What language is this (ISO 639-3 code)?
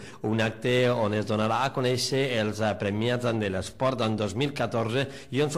cat